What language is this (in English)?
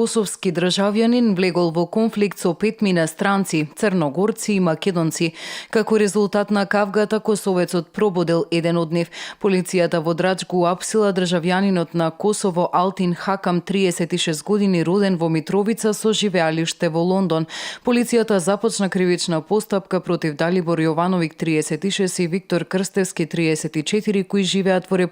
Macedonian